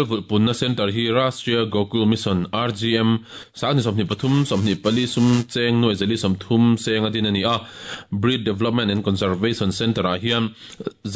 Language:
Mizo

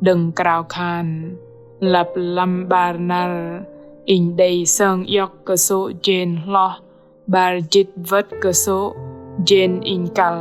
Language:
Bahnar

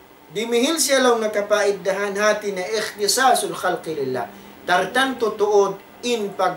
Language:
Tausug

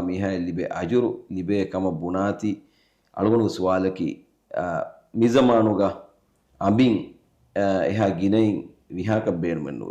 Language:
Divehi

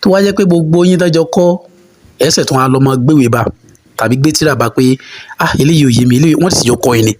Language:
Yoruba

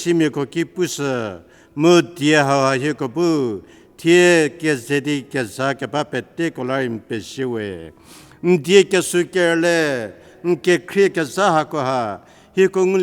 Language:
Angami Naga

